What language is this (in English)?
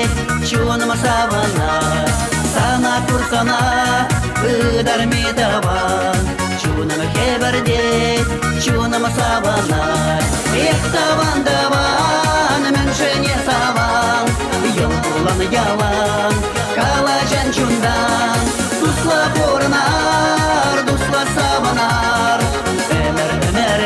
Chuvash